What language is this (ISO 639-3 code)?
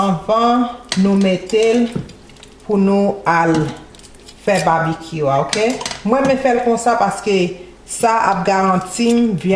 hat